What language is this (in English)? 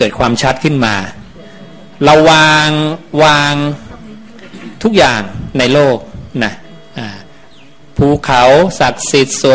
Thai